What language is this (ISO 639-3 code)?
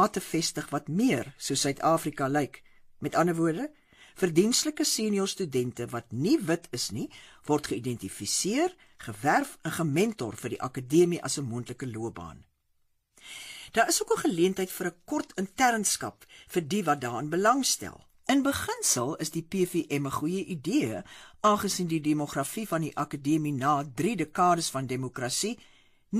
afr